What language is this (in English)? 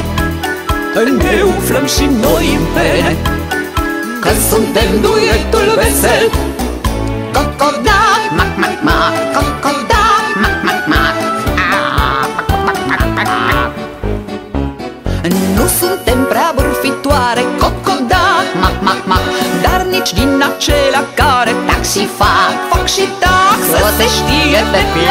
Romanian